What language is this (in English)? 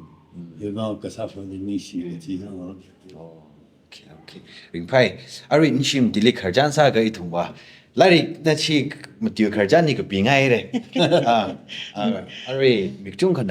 Tangkhul Naga (India)